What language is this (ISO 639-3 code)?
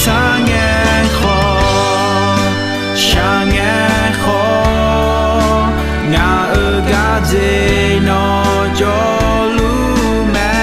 ahk